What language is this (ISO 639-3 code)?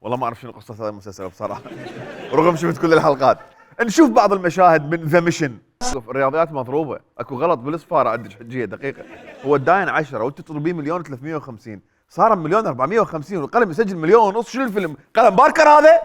acm